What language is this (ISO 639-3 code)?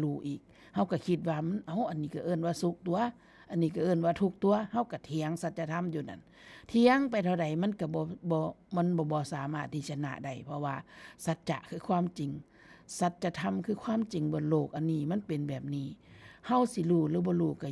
tts